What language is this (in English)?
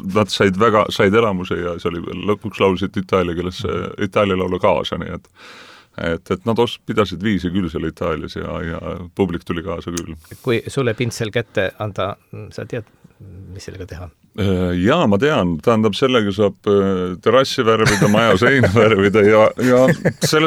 Estonian